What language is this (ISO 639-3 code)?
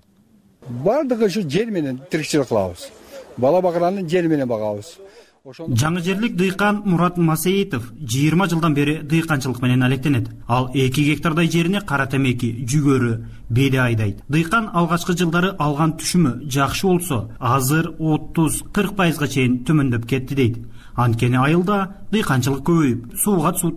kir